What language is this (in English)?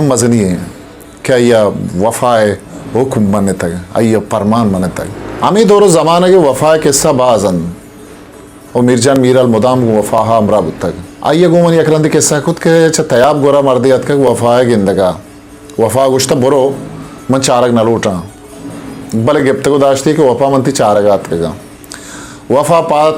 Eastern Balochi